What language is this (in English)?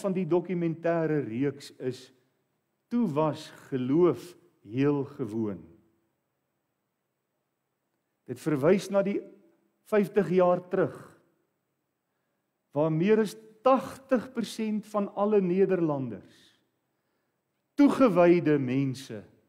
Afrikaans